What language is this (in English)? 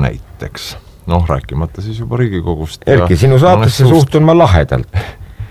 Estonian